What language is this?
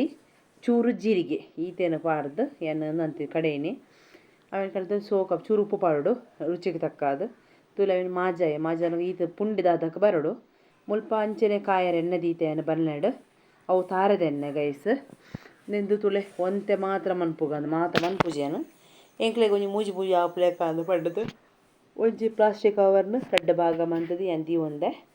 Tulu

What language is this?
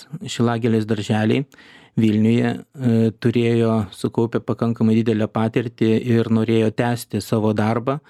Lithuanian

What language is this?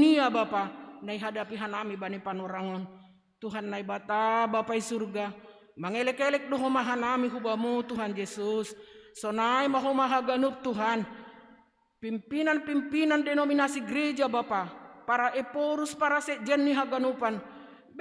Batak Simalungun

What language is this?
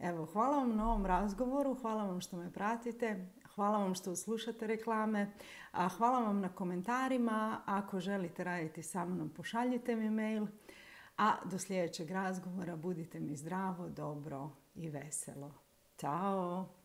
Croatian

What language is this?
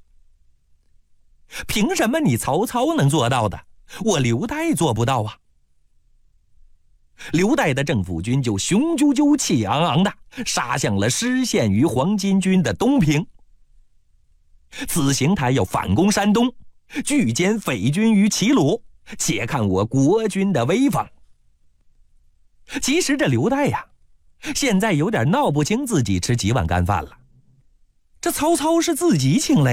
Chinese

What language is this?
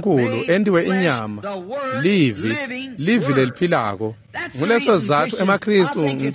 Swati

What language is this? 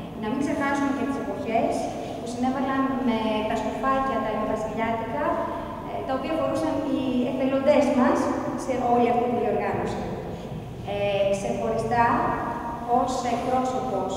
Greek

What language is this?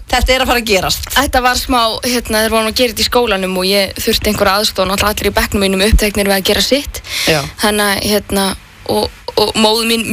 Icelandic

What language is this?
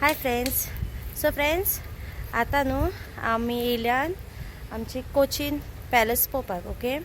Konkani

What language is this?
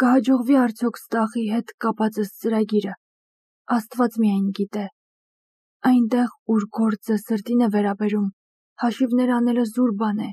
Armenian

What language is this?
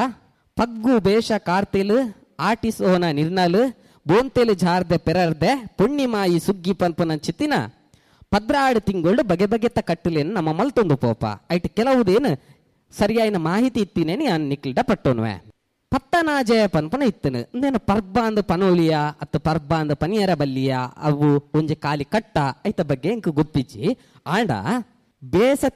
Tulu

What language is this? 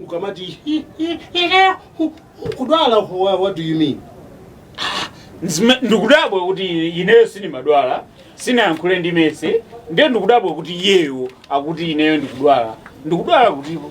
Nyanja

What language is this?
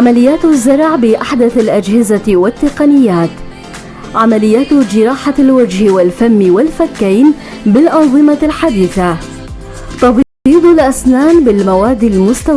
North Levantine Arabic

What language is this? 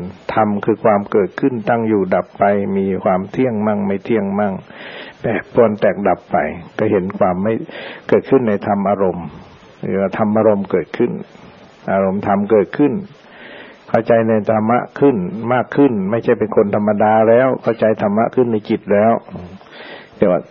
Thai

